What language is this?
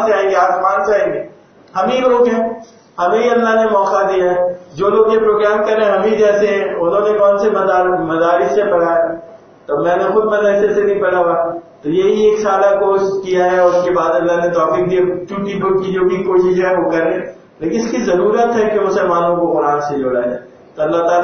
Urdu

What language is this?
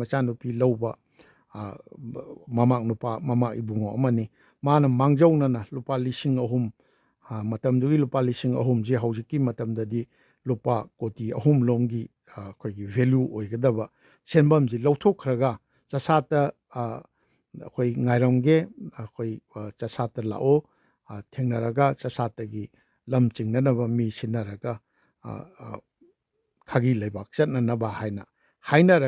Manipuri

